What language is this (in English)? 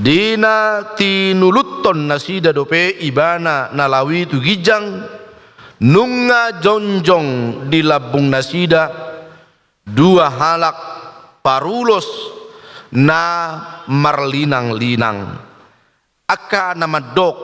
Batak Toba